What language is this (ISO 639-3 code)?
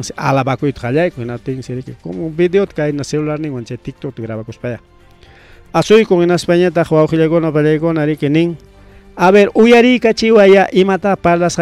quy